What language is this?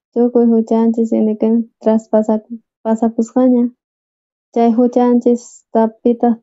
South Bolivian Quechua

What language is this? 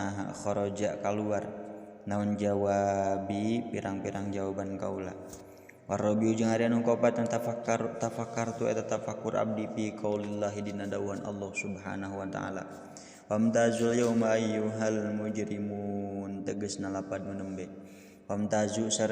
Sundanese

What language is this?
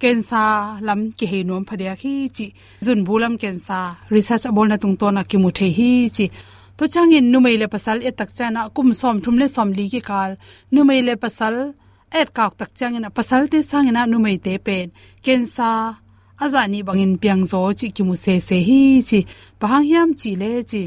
Tedim Chin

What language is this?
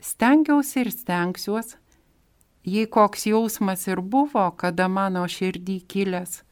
Lithuanian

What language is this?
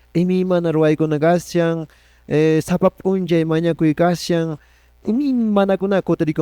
Quechua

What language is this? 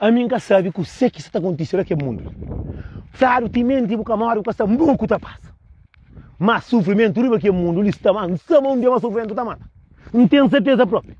Kabuverdianu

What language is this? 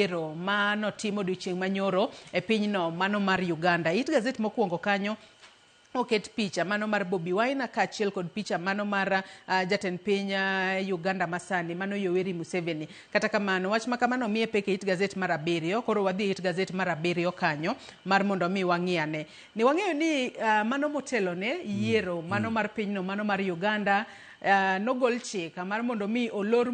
Luo (Kenya and Tanzania)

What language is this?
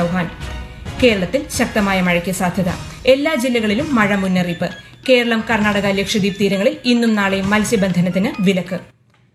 Malayalam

